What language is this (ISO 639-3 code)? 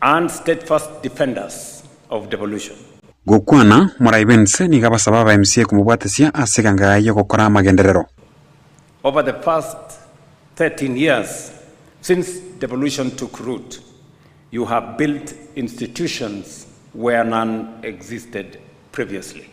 guz